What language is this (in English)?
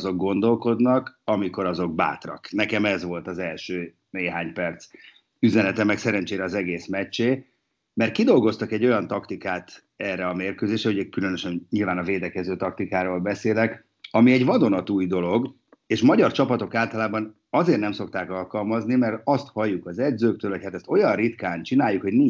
Hungarian